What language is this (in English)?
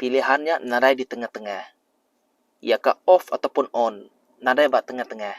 Iban